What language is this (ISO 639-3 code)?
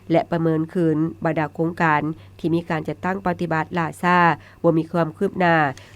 lao